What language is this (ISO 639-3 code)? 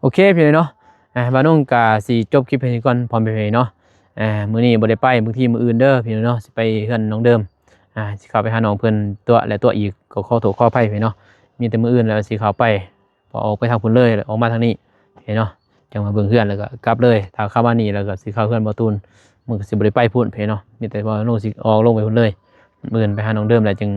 lao